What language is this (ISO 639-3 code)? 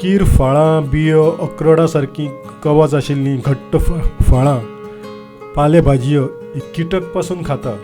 kok